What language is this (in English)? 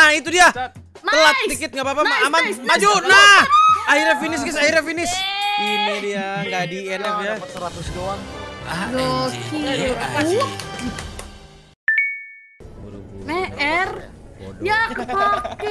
Indonesian